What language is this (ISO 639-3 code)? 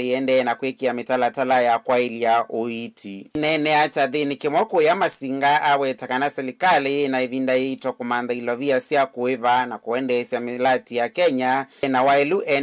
kam